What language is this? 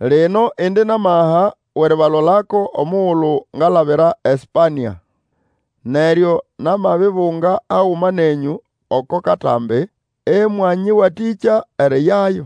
Nande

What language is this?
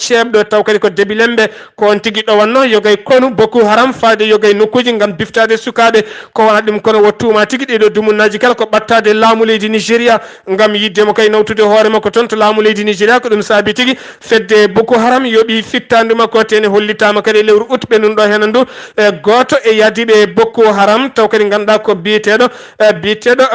Fula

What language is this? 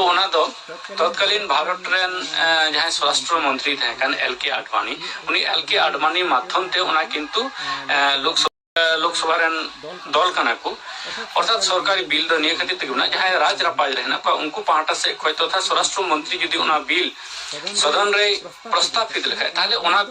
Santali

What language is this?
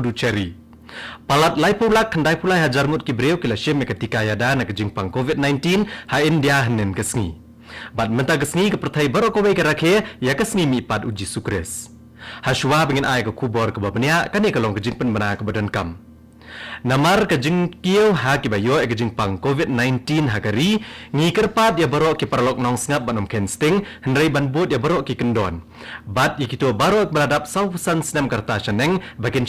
Khasi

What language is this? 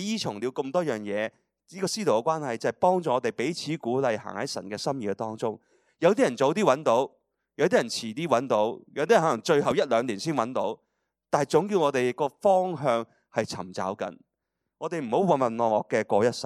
Cantonese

